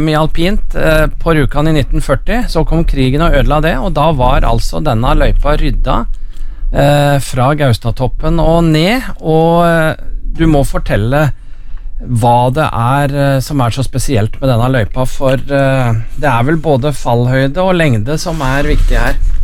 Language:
Norwegian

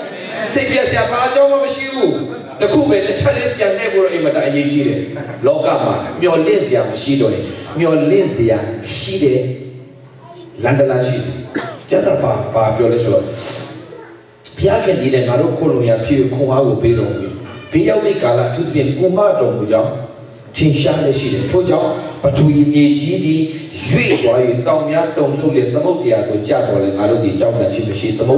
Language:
Burmese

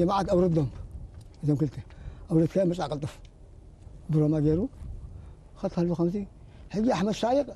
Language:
Tigrinya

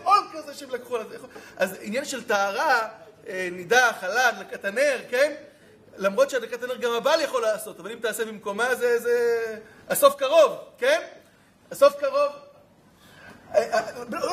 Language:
Hebrew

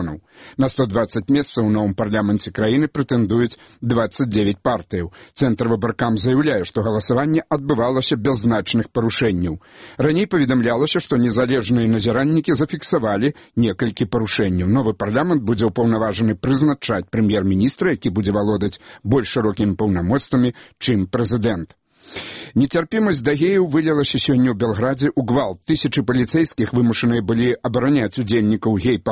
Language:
Belarusian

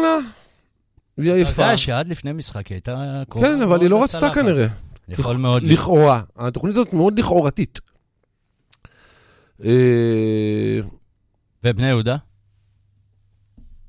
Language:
Hebrew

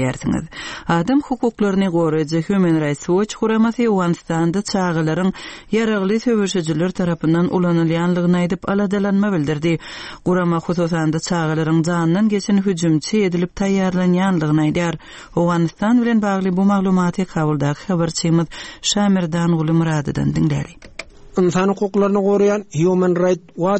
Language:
Turkmen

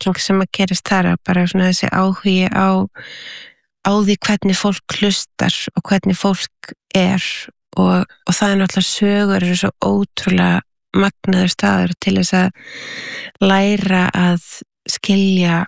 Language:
Icelandic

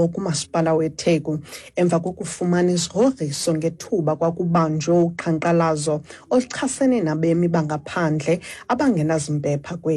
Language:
Xhosa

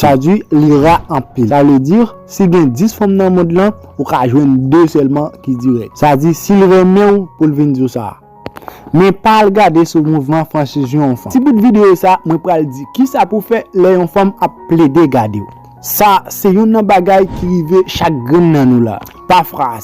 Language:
Haitian Creole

